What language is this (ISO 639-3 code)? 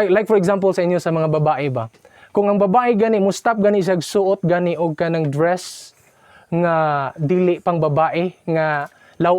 ceb